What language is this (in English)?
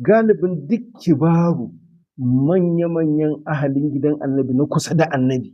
Hausa